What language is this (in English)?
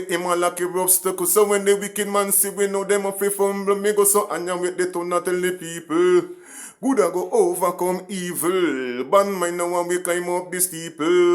Jamaican Creole English